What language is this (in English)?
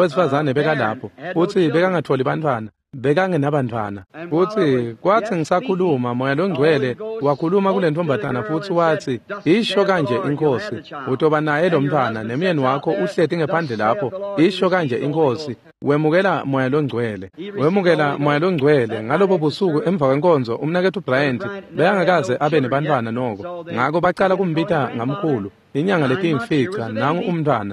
Swati